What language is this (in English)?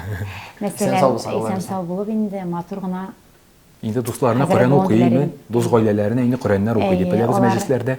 Tatar